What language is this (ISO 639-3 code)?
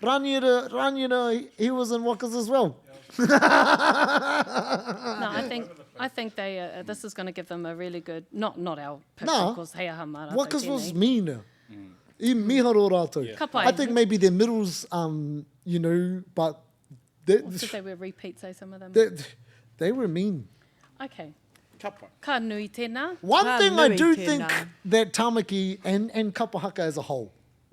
mri